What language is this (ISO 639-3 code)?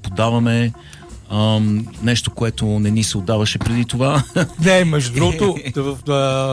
bul